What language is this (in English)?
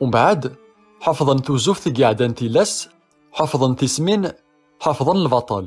Kabyle